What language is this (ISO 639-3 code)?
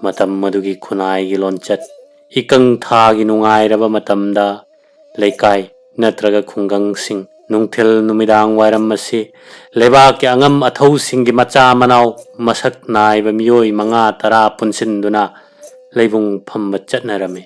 mni